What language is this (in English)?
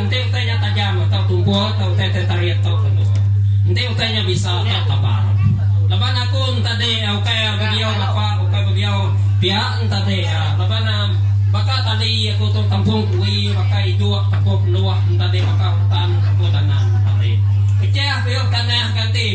Iban